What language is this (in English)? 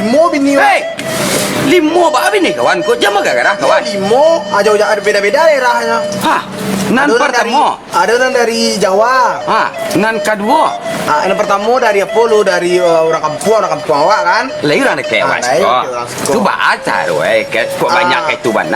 Minangkabau